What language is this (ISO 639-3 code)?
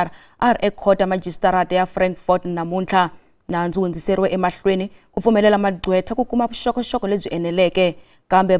tso